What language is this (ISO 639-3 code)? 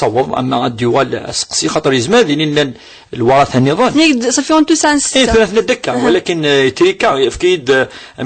kab